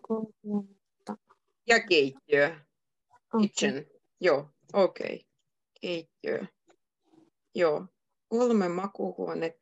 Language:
Finnish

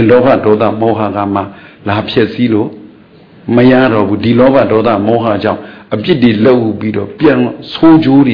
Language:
Burmese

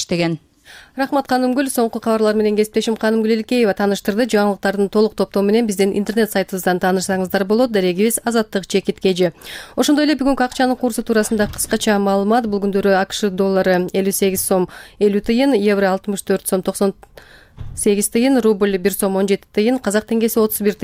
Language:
Kyrgyz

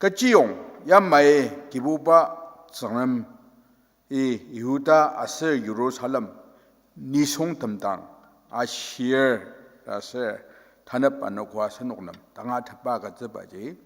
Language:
Ao Naga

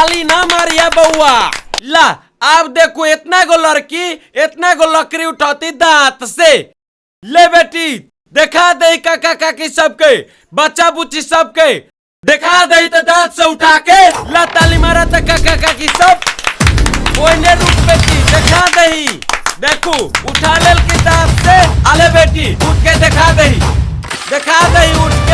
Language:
Maithili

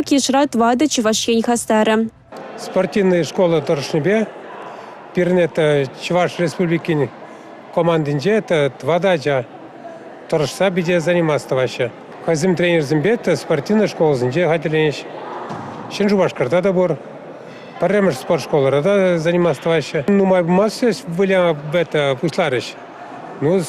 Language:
Chuvash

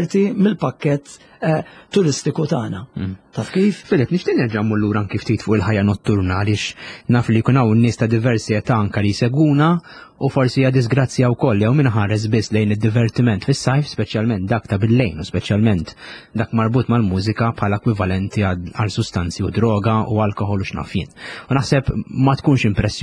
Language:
Maltese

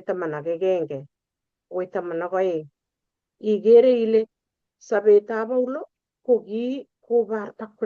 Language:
Kalenjin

